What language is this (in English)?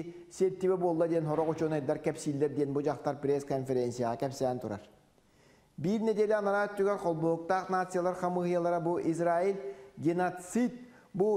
Yakut